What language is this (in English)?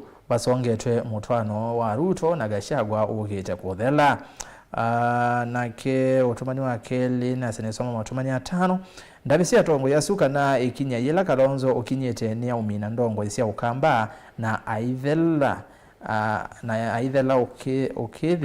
Kamba